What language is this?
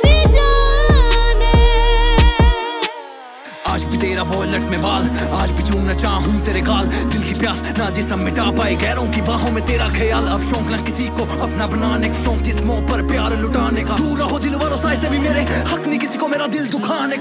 Hindi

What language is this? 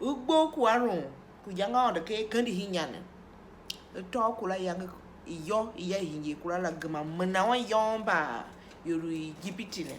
Tiv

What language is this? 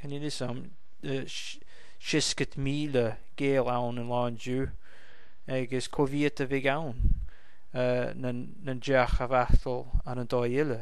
Scottish Gaelic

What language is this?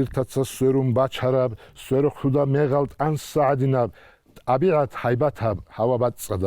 Avaric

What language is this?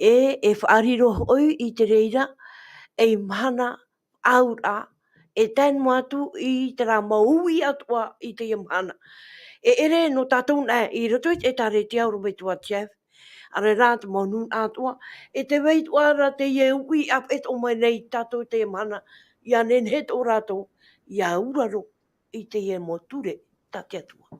Tahitian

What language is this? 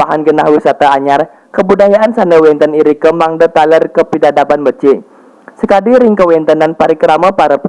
Balinese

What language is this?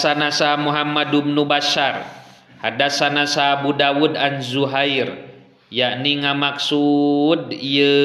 Sundanese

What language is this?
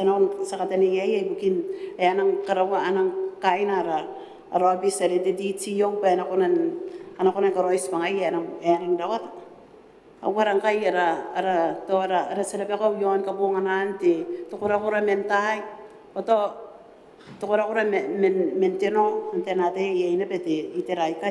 Gilbertese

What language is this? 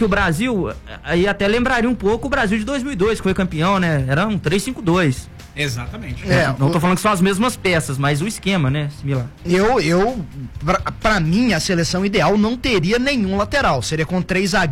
Portuguese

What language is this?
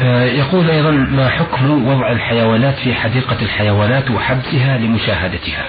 Najdi Arabic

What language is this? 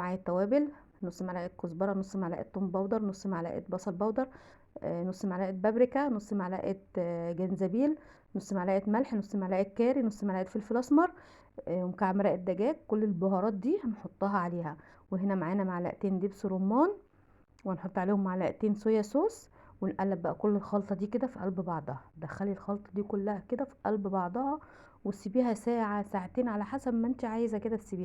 Egyptian Arabic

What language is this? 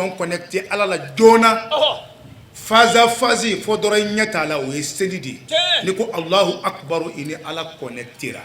Bambara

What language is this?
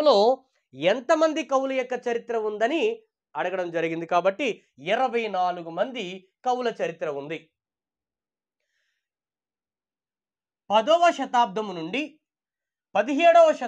Telugu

